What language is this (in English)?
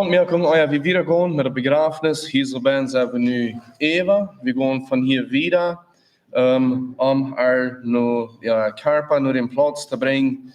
Plautdietsch